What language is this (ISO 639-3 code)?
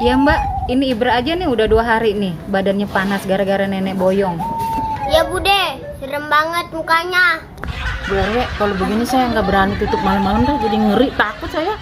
bew